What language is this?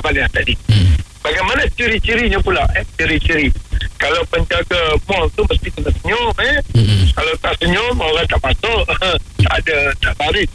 Malay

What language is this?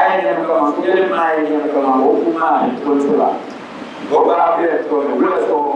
Dagbani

